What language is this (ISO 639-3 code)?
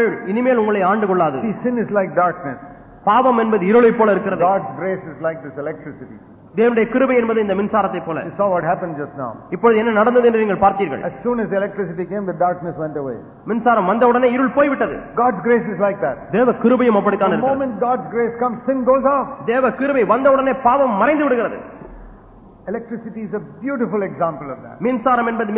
tam